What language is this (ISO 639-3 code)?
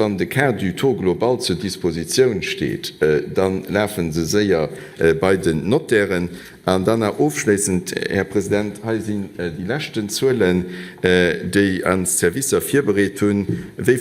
ltz